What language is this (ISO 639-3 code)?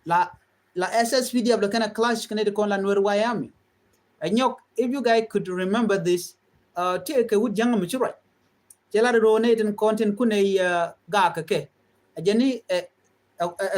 nus